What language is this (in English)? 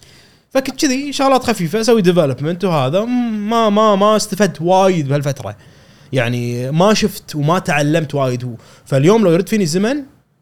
Gulf Arabic